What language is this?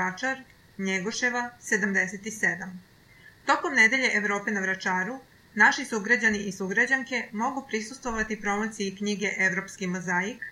Serbian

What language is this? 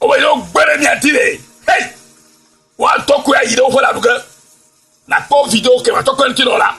Ewe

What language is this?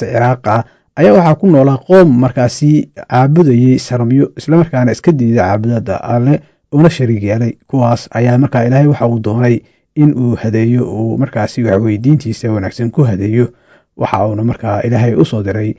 Somali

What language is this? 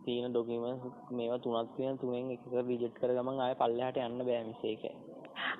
Sinhala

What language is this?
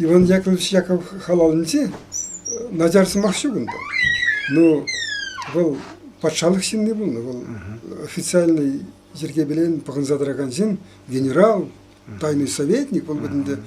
Chuvash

